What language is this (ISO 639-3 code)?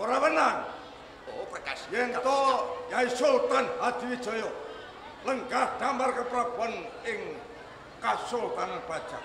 jav